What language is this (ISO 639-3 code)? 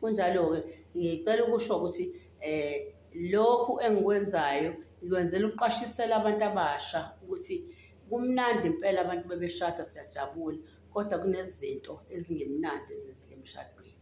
zul